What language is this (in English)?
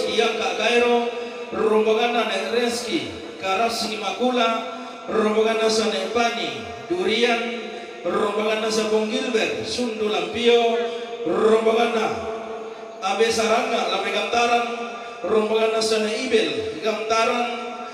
Toraja-Sa'dan